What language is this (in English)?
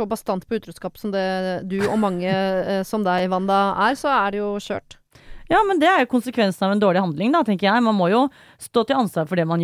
Norwegian